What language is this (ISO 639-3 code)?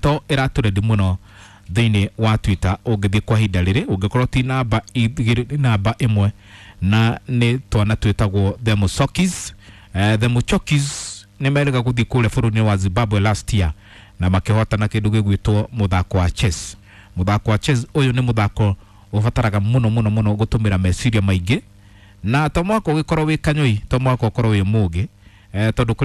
kik